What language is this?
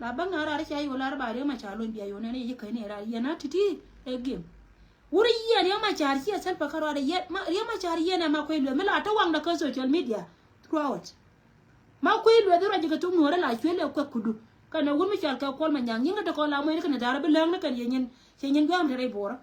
Nuer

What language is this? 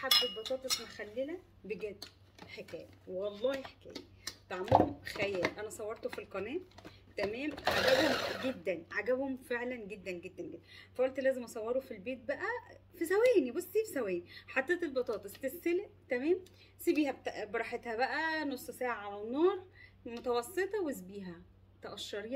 Egyptian Arabic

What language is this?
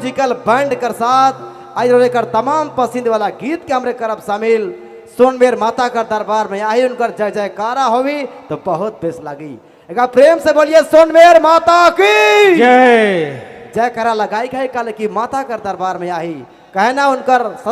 Sadri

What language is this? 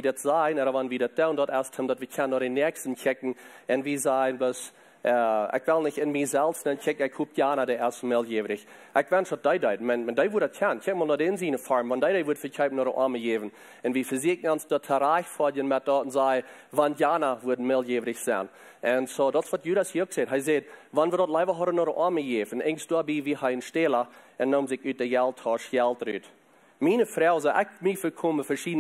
Plautdietsch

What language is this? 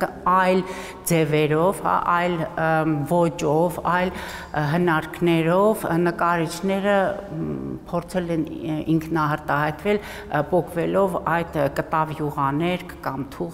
Armenian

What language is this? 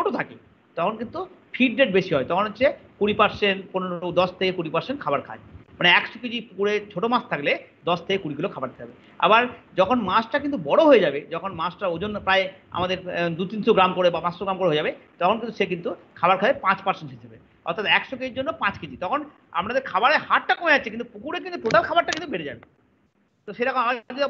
Bangla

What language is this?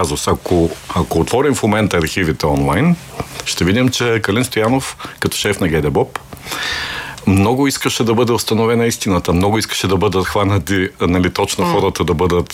Bulgarian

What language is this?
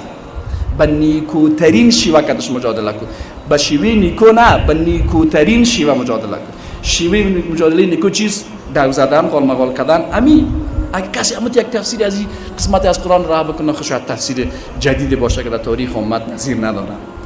Persian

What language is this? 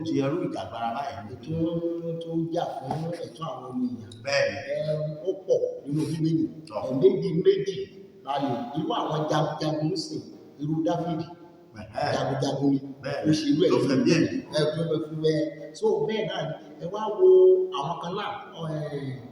Yoruba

